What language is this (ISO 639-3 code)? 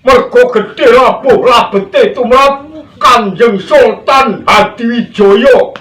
jav